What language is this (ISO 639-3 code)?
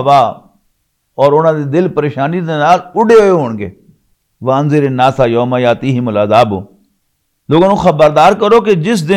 lah